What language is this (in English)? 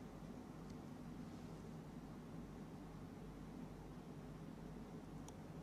Hindi